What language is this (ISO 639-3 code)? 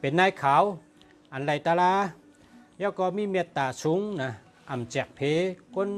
shn